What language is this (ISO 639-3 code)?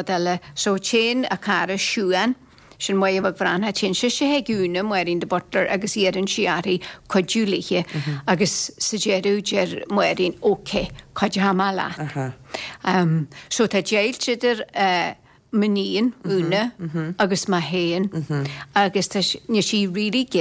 gle